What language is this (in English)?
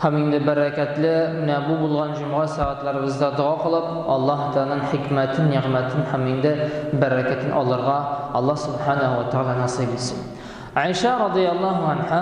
Tatar